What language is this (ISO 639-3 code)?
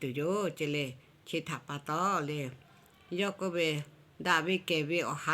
lhu